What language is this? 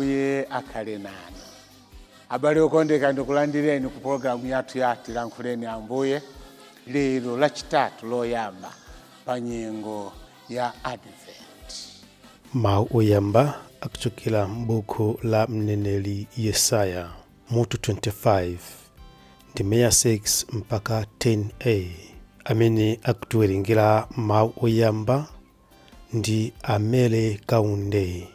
Nyanja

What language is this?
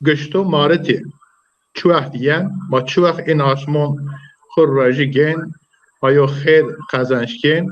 Zaza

